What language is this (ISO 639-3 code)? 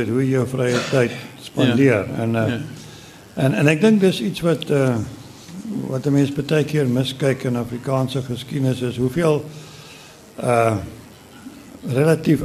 afr